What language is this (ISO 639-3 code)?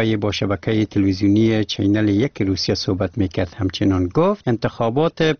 fas